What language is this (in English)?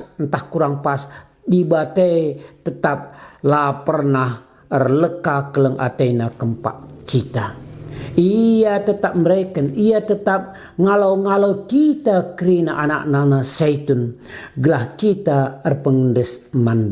Batak Karo